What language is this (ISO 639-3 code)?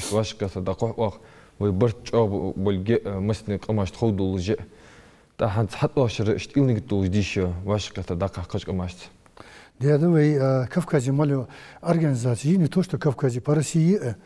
inh